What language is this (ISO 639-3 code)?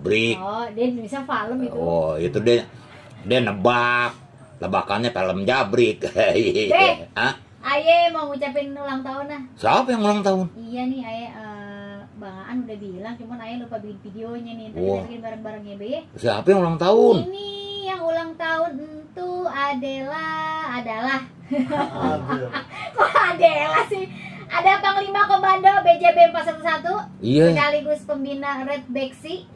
bew